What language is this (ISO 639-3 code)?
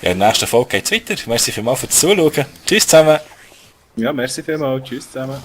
gsw